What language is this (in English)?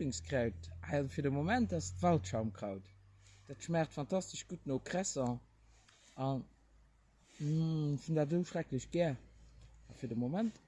Luxembourgish